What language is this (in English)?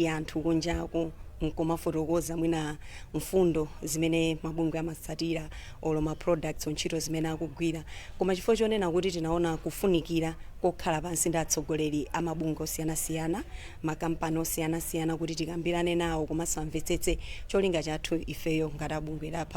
Nyanja